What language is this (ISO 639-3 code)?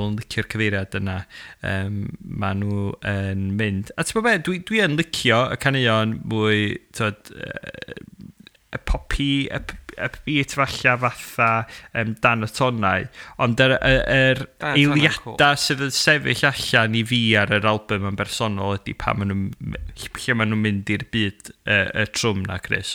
cym